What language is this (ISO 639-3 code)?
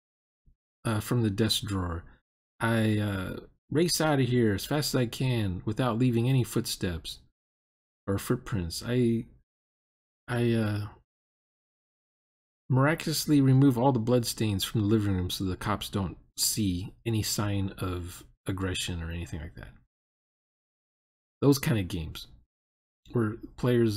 eng